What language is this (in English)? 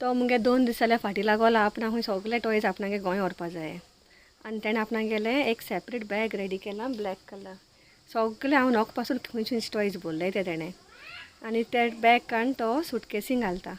Konkani